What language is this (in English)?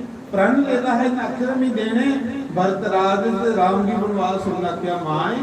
Dogri